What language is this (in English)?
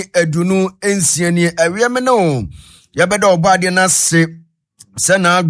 Akan